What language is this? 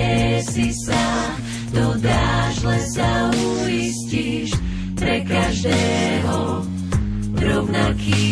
Slovak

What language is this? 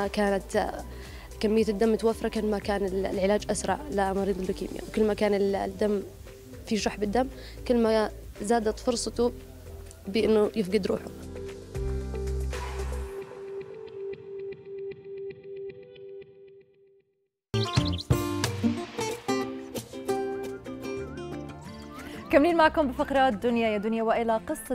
South Levantine Arabic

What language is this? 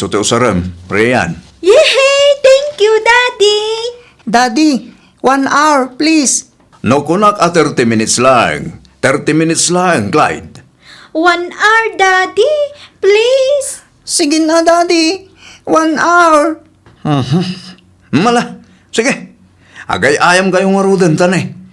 Iloko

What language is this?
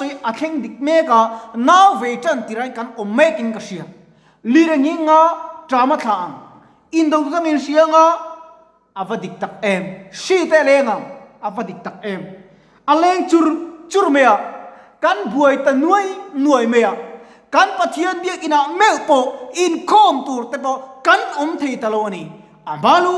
Mizo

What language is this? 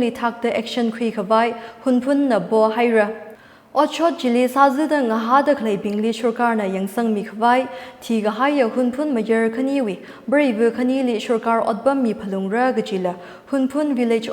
Tangkhul Naga (India)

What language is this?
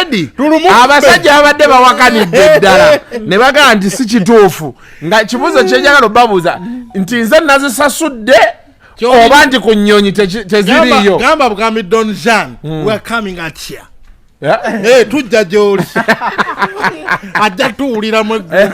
Ganda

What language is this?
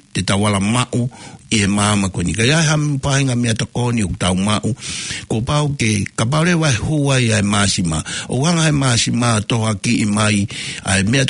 Tongan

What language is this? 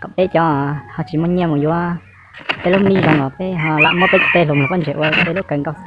Hmong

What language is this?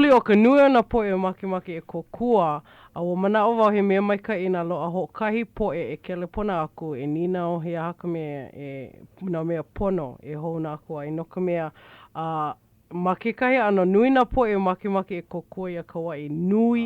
Hawaiian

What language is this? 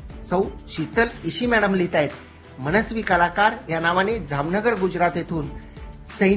Marathi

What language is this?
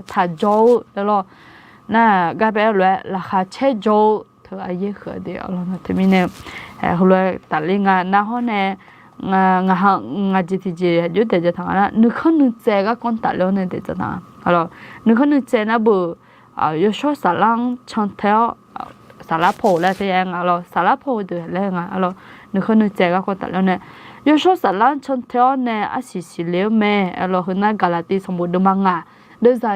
Akha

